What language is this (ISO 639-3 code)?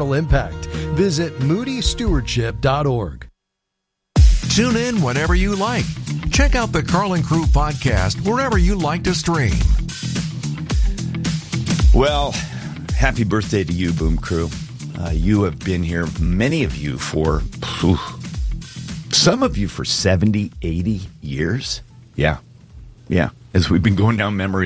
eng